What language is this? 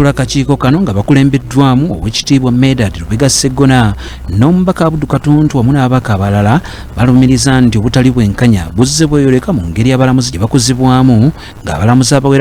Ganda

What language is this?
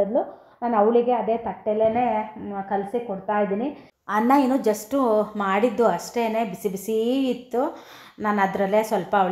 Kannada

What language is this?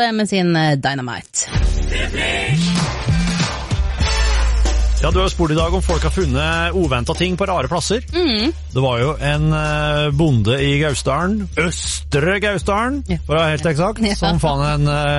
Norwegian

